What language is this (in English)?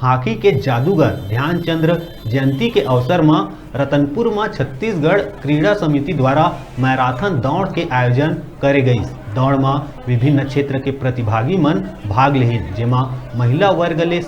Chhattisgarhi